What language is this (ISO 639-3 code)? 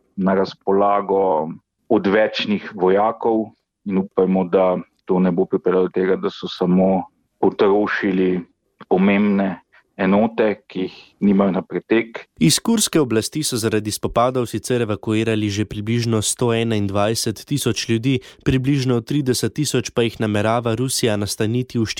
slv